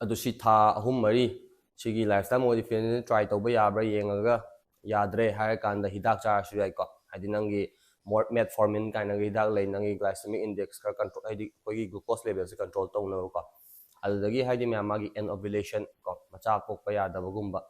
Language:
Manipuri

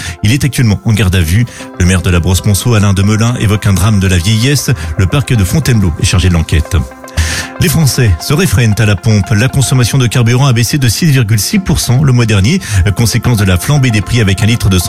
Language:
French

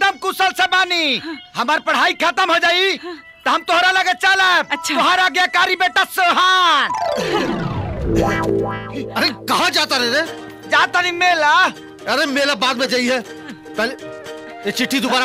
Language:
Bhojpuri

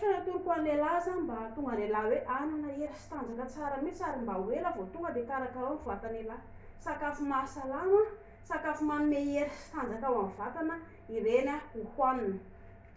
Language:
Malagasy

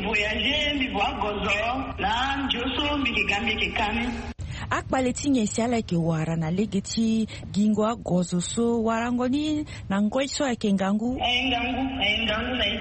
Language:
Sango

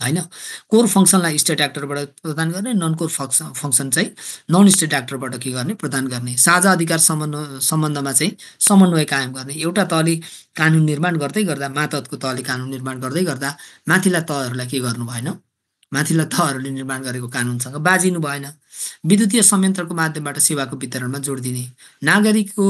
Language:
Nepali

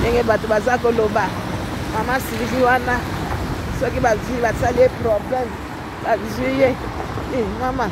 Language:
Lingala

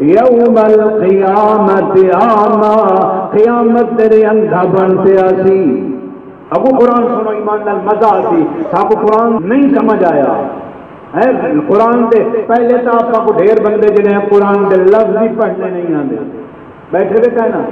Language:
Saraiki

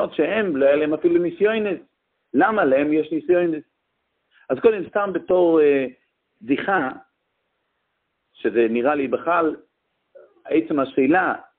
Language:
Hebrew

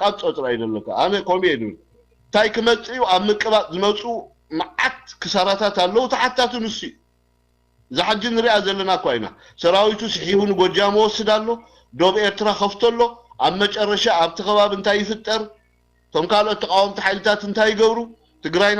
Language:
Tigrinya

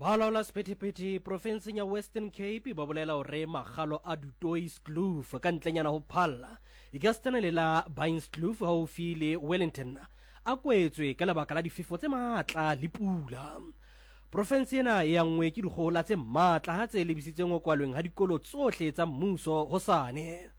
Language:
Southern Sotho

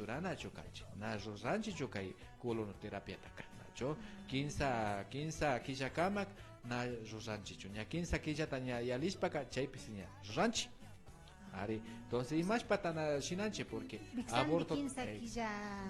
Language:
Imbabura Highland Quichua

